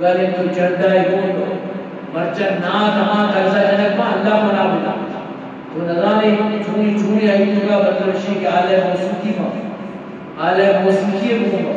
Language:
Eastern Balochi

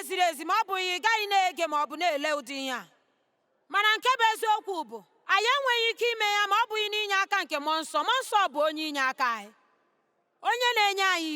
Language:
Igbo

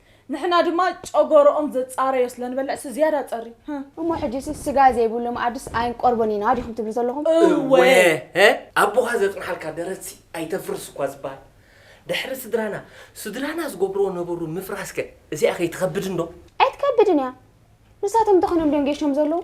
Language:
Tigrinya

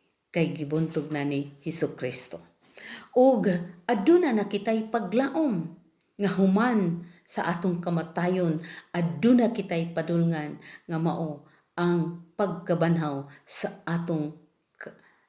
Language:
Cebuano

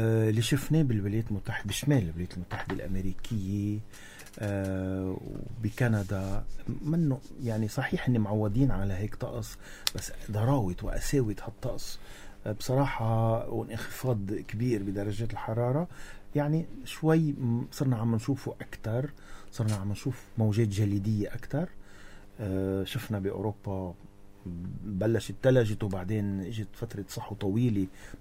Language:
North Levantine Arabic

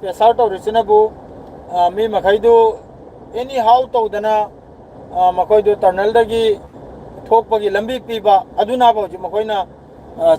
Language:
Manipuri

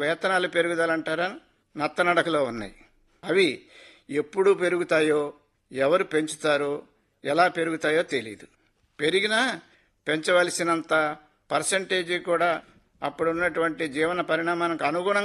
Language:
Telugu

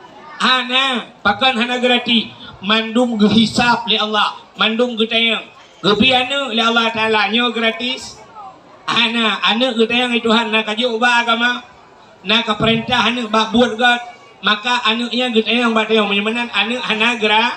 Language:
Achinese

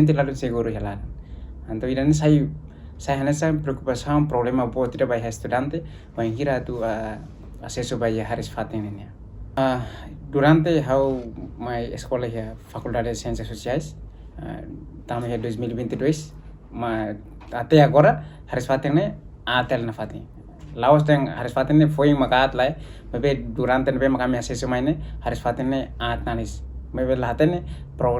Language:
Tetum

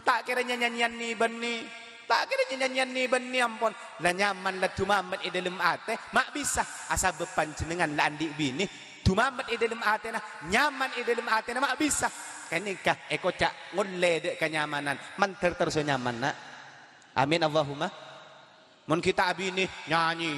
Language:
Madurese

